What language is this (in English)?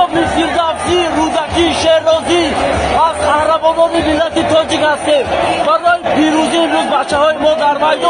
Tajik